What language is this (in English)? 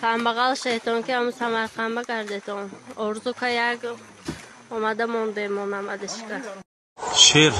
Tajik